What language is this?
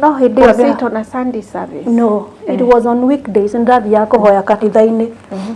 Kikuyu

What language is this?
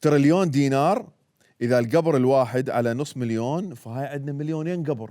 Mesopotamian Arabic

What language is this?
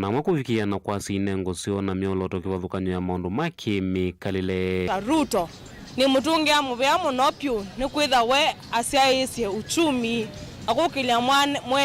Kamba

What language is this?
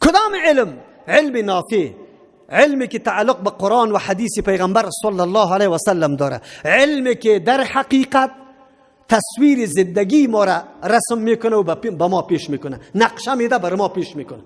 Persian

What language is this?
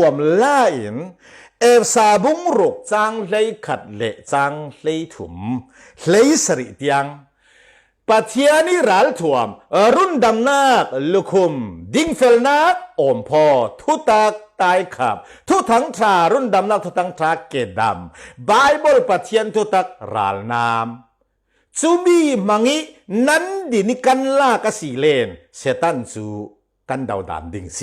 Falam Chin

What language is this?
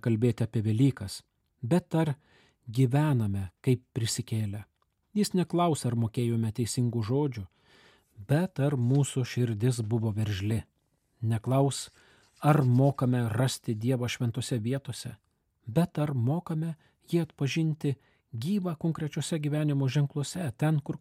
Lithuanian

